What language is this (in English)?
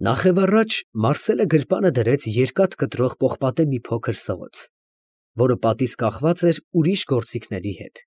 Armenian